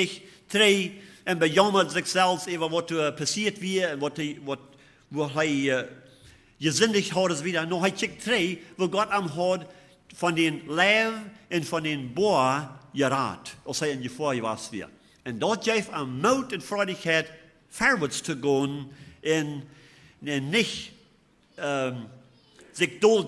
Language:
Plautdietsch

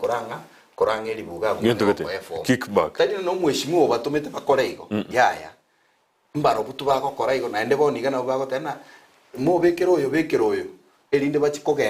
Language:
Gusii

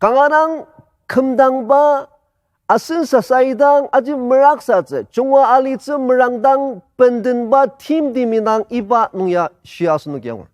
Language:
Ao Naga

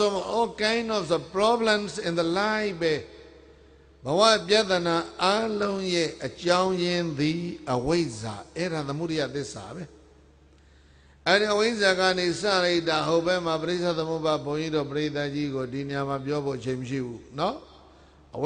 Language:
Burmese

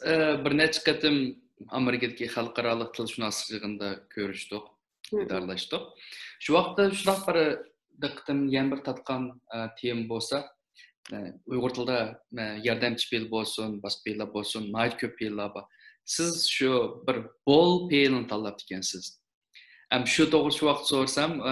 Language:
Uyghur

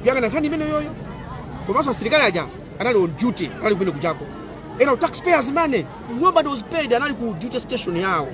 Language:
Nyanja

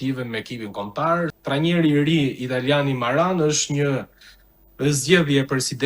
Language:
Albanian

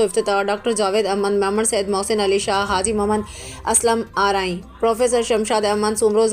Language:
Sindhi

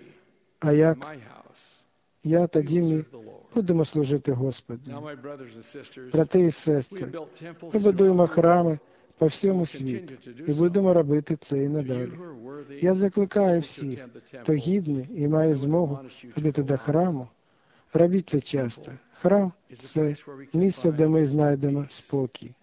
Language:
Ukrainian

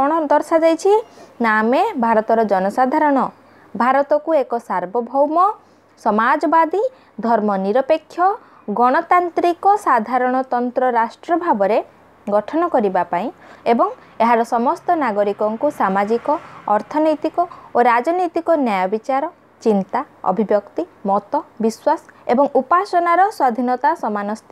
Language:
Odia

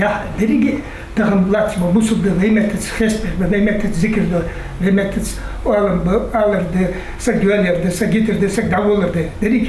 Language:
Ingush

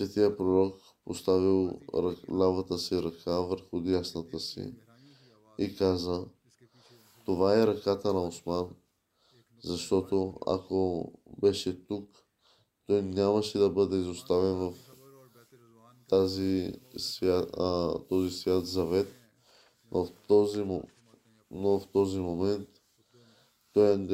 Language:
Bulgarian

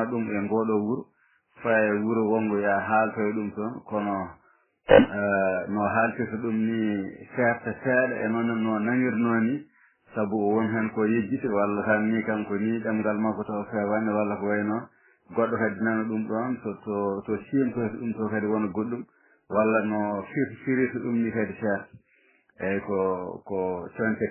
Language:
Fula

